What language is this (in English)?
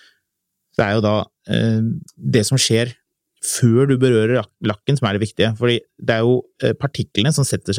Norwegian